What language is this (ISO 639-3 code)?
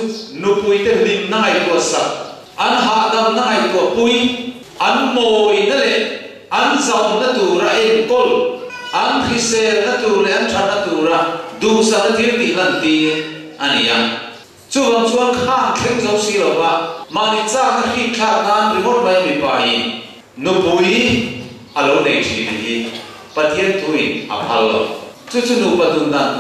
lus